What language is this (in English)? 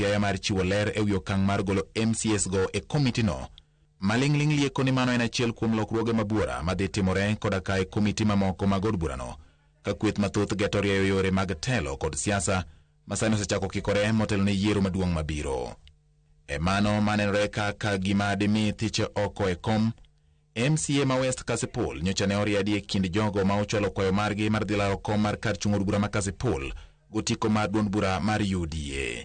Luo (Kenya and Tanzania)